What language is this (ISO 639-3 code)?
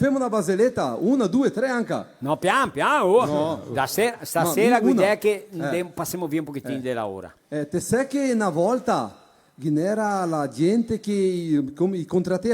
vec